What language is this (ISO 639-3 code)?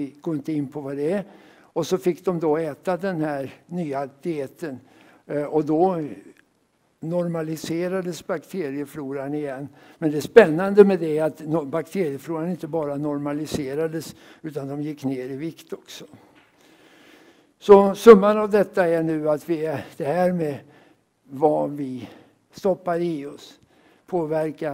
swe